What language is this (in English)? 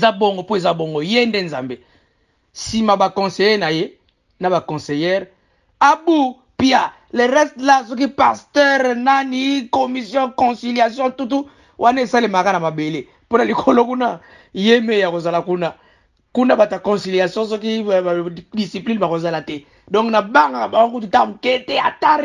Lingala